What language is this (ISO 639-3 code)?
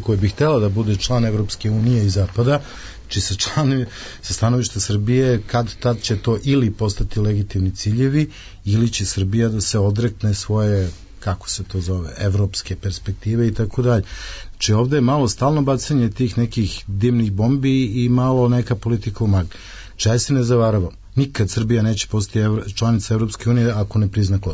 srp